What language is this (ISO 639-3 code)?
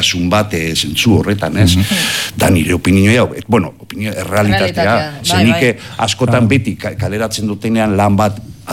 eus